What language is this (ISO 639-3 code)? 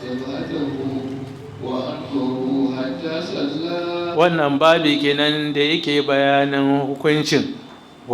hau